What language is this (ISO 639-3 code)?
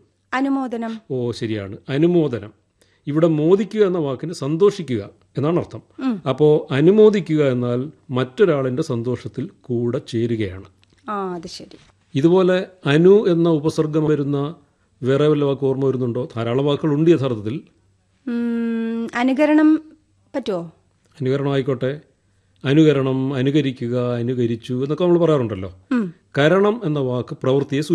mal